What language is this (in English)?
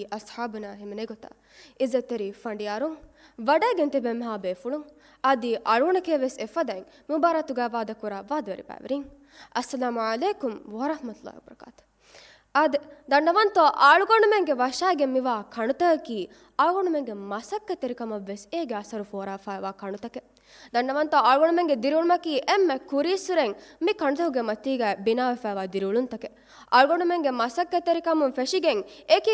Divehi